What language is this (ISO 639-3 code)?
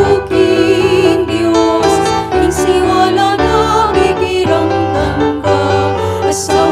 pam